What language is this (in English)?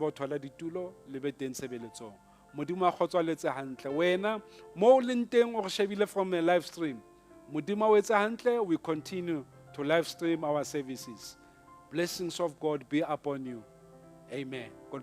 Southern Sotho